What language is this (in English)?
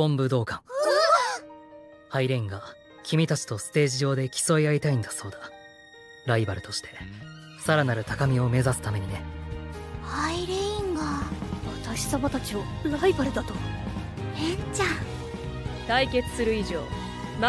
Japanese